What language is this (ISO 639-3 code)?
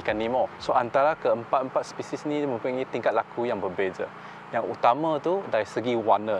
msa